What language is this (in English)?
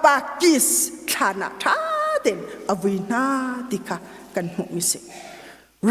Hakha Chin